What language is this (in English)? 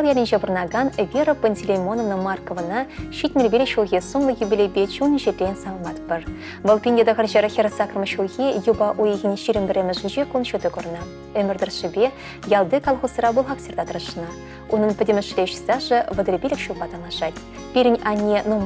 Chuvash